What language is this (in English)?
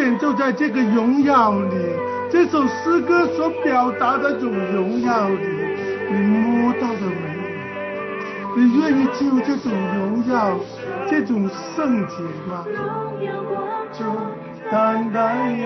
Chinese